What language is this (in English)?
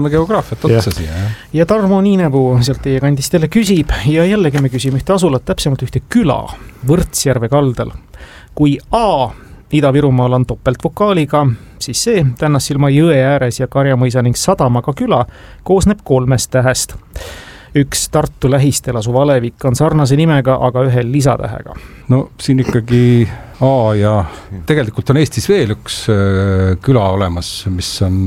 Estonian